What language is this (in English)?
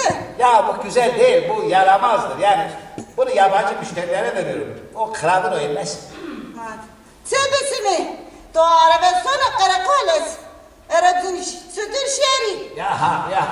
Zaza